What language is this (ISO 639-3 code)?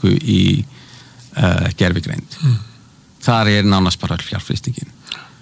isl